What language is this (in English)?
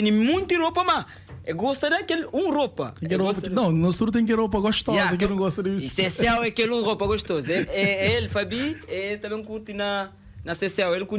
Kabuverdianu